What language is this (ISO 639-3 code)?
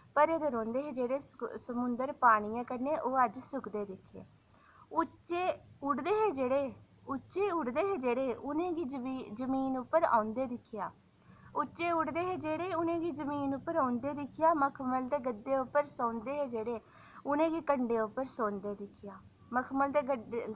doi